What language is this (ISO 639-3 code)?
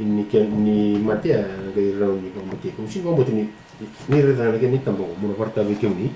fij